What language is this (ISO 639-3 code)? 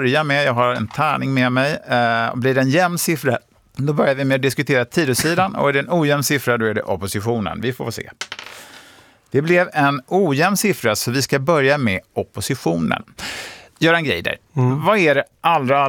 swe